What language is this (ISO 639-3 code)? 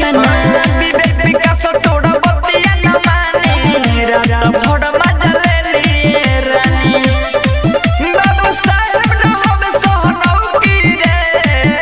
bho